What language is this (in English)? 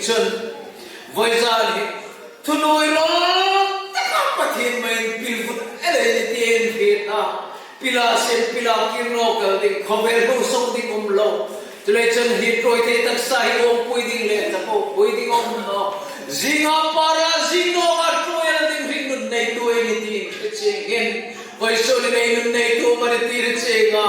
Hmar